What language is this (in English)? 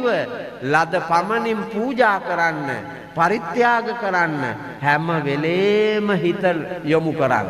Sinhala